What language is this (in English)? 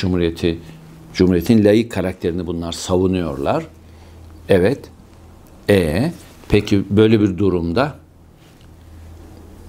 Turkish